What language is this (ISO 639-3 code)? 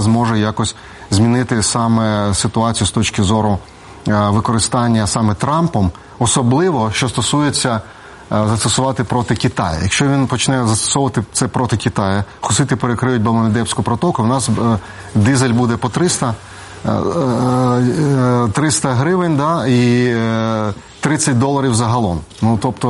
ukr